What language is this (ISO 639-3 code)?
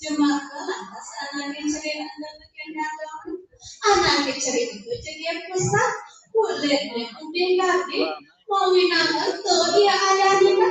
ban